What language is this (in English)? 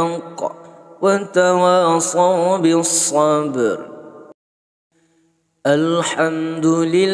Arabic